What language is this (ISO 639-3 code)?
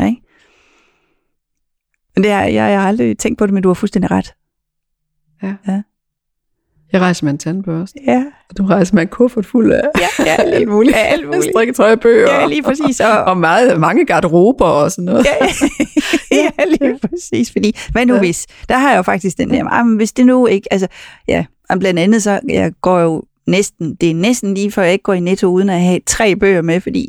dan